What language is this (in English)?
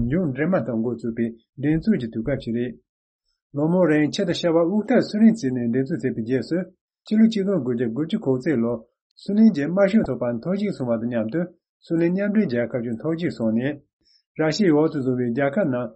Tibetan